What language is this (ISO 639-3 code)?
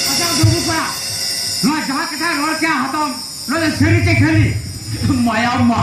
sat